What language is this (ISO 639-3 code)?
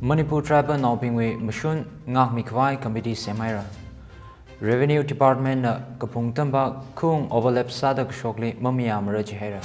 nmf